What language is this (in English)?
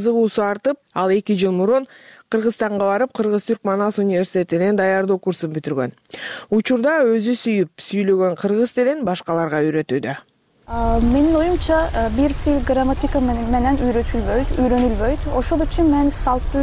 Kyrgyz